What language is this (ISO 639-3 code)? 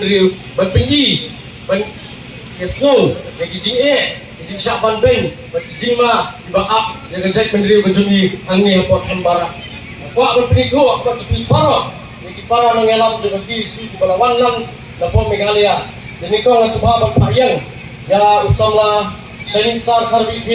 kha